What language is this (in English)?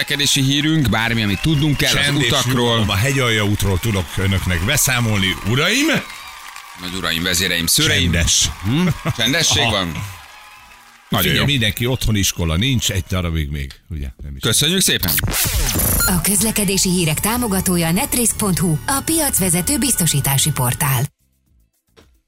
Hungarian